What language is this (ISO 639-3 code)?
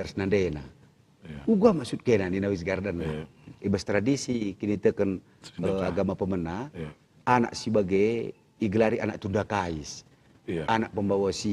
btx